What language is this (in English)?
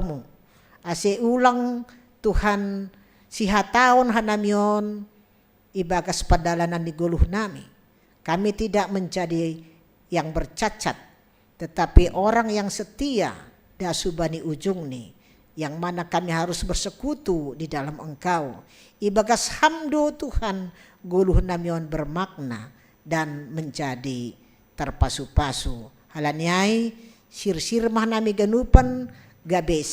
Batak Simalungun